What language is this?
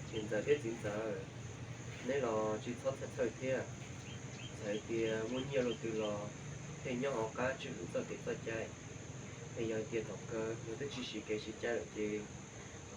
Hmong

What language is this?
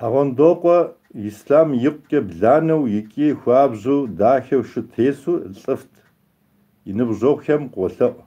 Kabardian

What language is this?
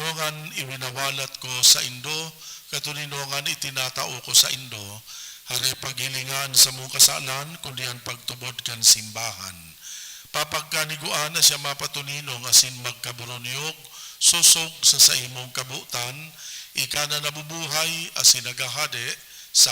Bikol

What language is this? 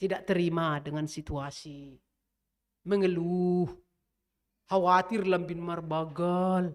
Batak Simalungun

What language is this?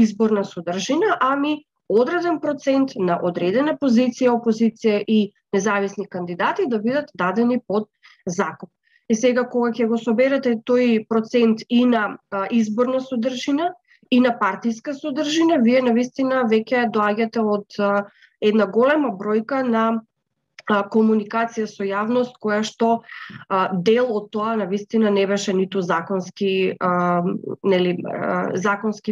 Macedonian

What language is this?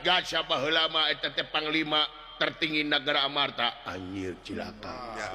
Sundanese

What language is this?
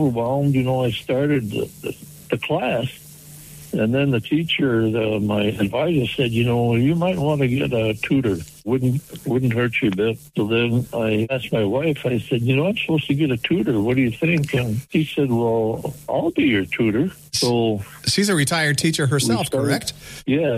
English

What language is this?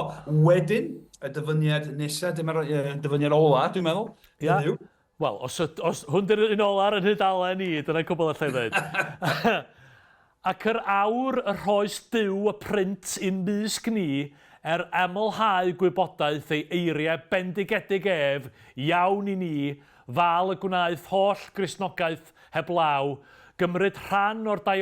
Welsh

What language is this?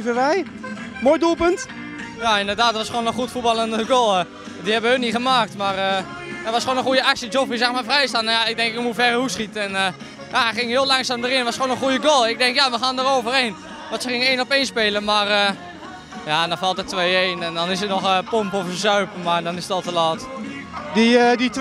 Dutch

